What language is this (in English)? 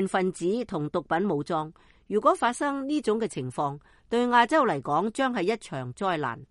Cantonese